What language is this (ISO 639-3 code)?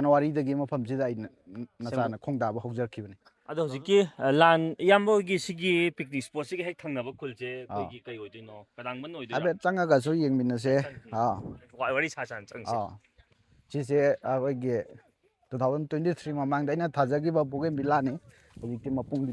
mni